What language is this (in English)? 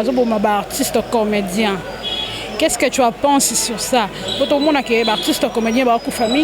Lingala